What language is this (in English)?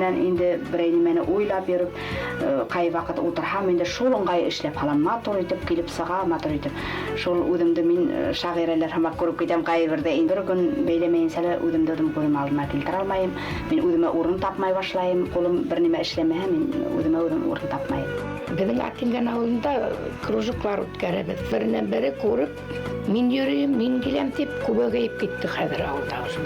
Bashkir